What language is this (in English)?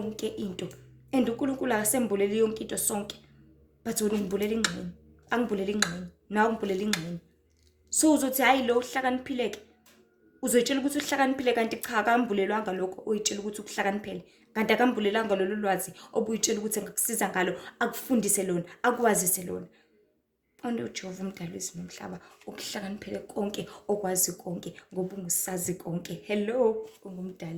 Zulu